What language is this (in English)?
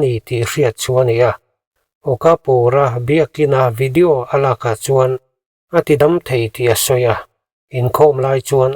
Mizo